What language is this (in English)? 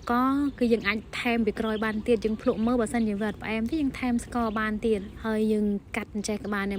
Khmer